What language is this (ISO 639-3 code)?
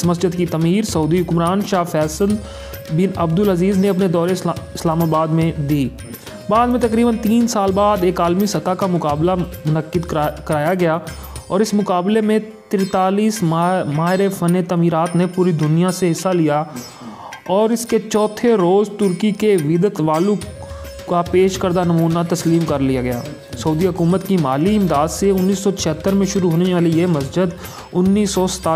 urd